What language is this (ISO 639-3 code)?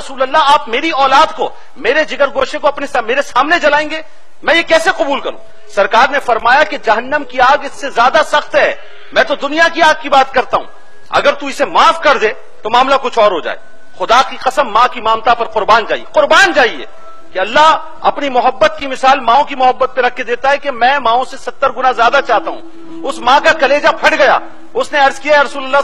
urd